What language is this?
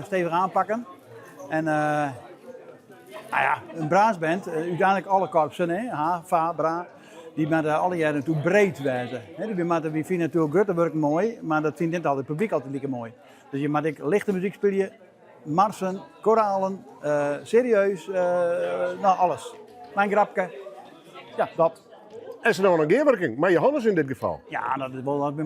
Western Frisian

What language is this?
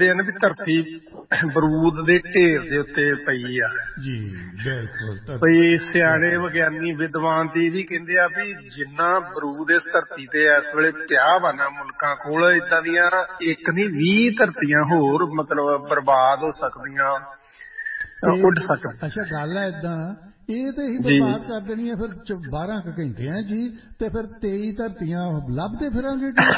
Punjabi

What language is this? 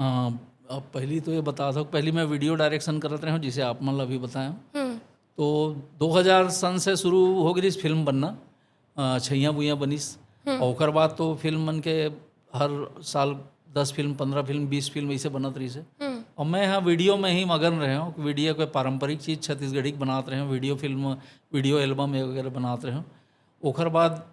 Chhattisgarhi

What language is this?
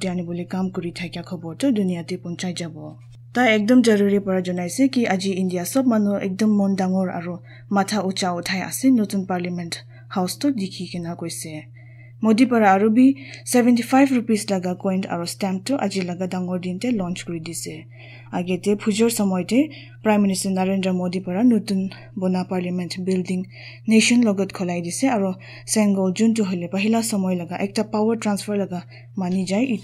Naga Pidgin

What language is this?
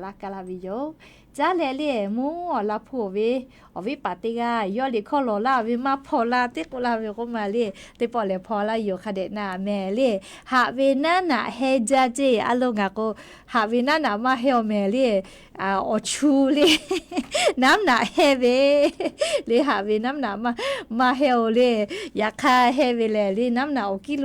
Lahu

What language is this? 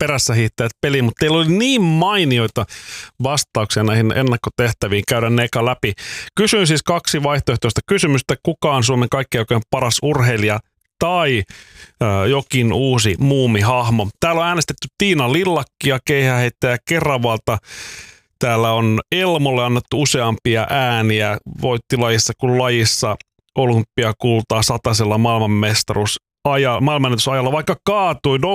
Finnish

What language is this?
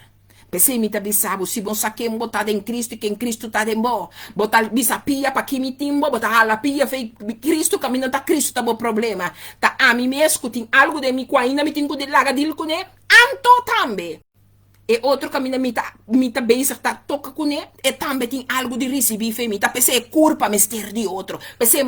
Papiamento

